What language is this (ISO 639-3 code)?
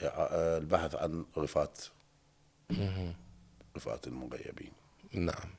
acm